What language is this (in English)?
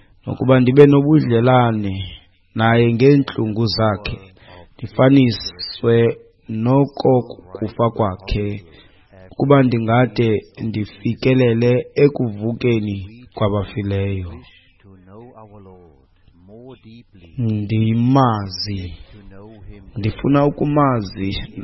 Xhosa